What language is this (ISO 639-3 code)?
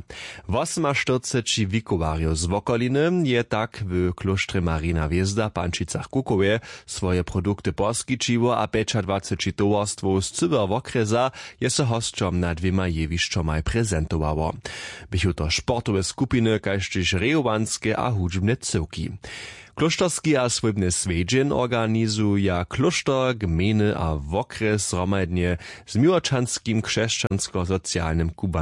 hsb